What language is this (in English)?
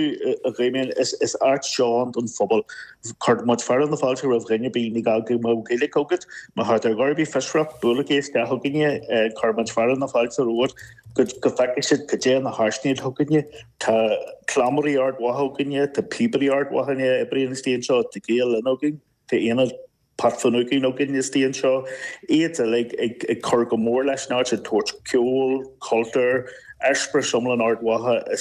Irish